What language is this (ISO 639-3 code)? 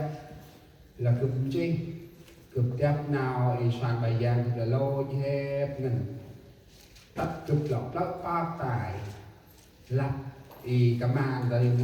cmo